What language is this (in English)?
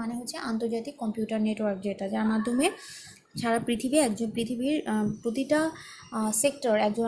Bangla